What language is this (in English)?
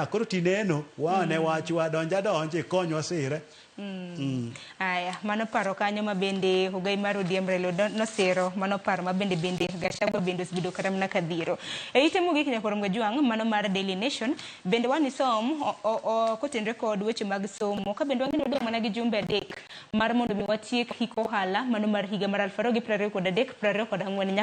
Luo (Kenya and Tanzania)